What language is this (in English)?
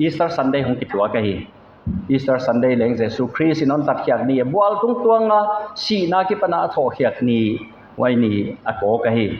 Paite Chin